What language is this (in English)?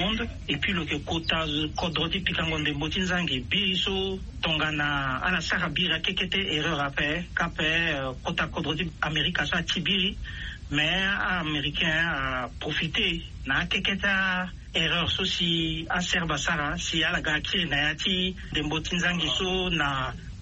Sango